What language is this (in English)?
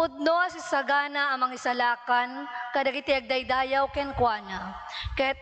Iloko